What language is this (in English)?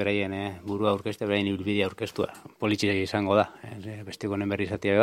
Basque